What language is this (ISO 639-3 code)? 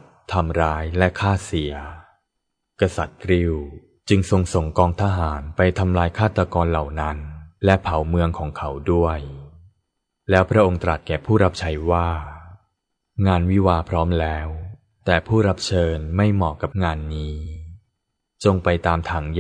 tha